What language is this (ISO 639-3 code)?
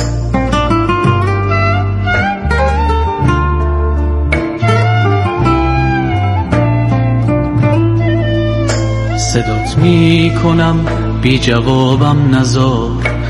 fas